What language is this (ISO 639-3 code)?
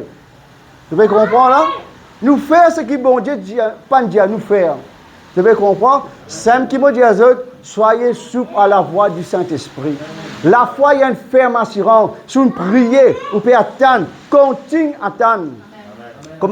mfe